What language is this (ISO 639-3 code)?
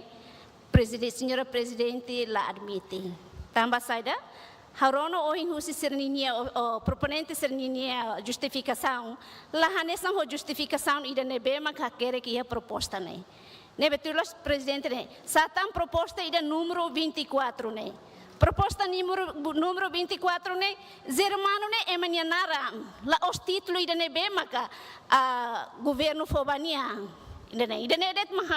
tet